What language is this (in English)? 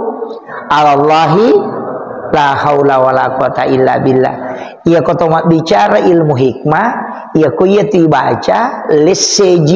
Buginese